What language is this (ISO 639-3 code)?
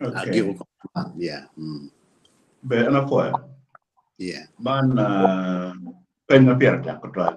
ach